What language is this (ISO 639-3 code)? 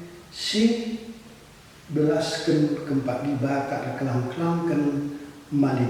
btx